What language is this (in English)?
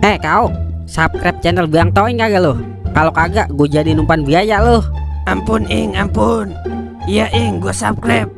Betawi